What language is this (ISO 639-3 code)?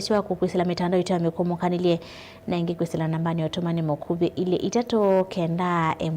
kam